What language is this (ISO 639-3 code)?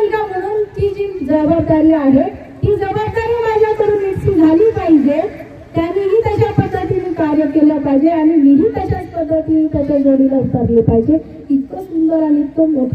mar